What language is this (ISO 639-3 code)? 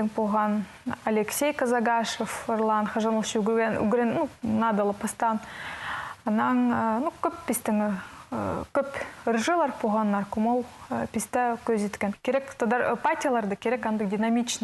kjh